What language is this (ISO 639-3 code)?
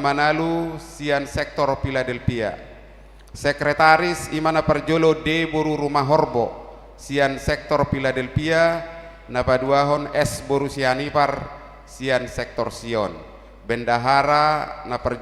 bbc